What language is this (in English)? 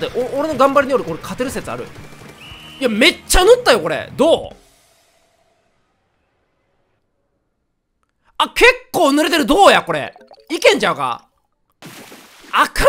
Japanese